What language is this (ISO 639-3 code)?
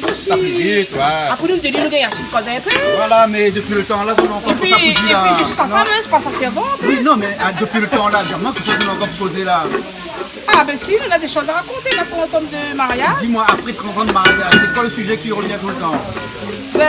rcf